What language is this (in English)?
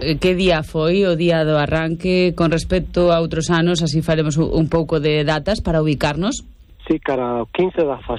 Galician